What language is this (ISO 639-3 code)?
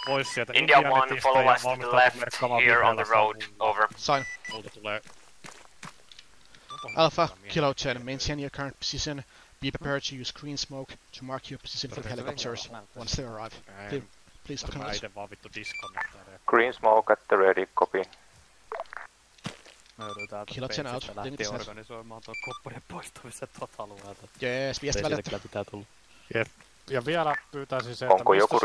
fin